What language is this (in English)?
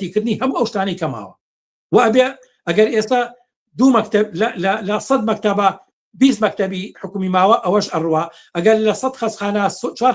Central Kurdish